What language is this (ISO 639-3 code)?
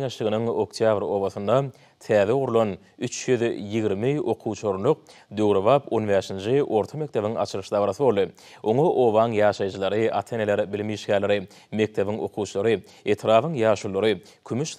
tuk